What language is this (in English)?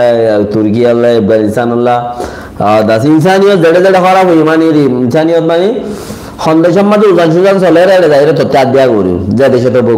Rohingya